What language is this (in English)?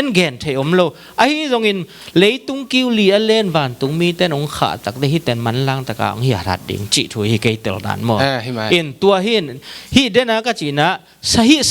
Tedim Chin